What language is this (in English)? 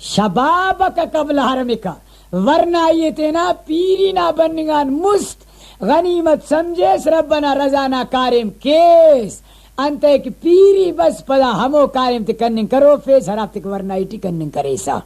Brahui